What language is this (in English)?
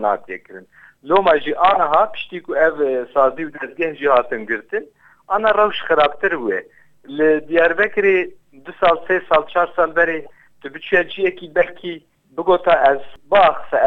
Kurdish